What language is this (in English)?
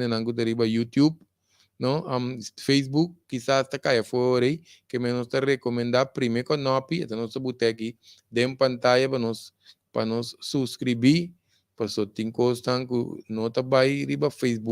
Papiamento